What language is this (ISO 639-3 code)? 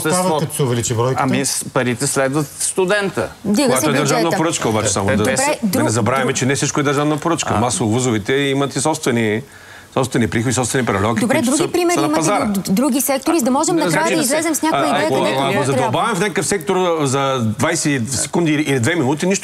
bul